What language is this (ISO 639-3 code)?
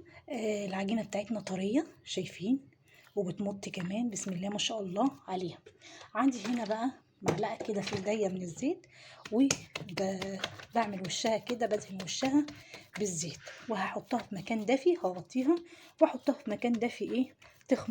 arz